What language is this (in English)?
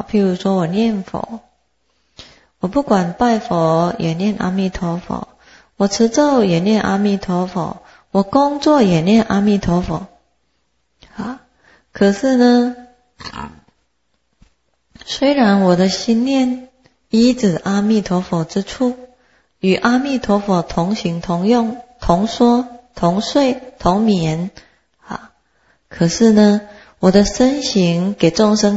Chinese